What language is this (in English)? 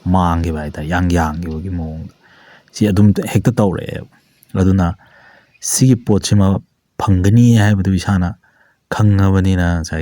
Manipuri